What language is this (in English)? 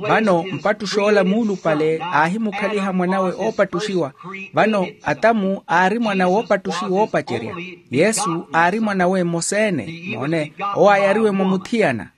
Makhuwa